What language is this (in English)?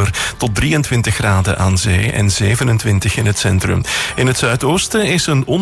Dutch